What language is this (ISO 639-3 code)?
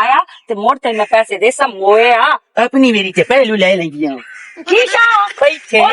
lah